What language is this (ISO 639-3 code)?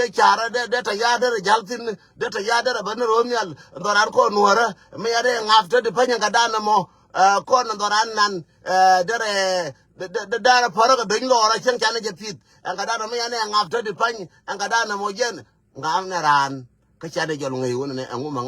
nus